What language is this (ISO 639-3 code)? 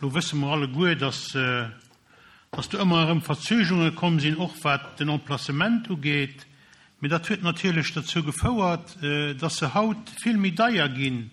ltz